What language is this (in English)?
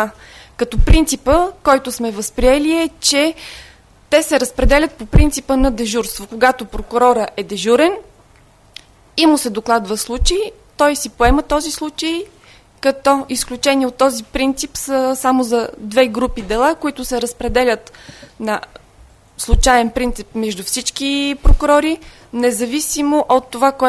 Bulgarian